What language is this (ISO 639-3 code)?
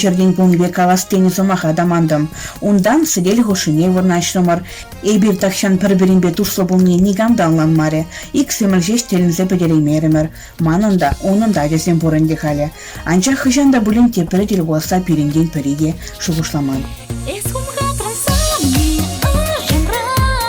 chv